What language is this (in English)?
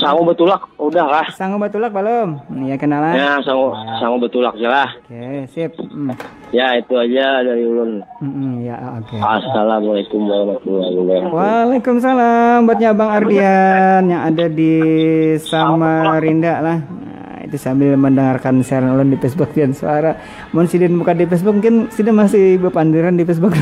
Banjar